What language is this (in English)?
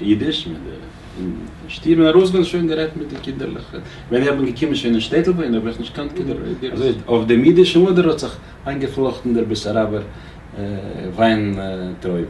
Yiddish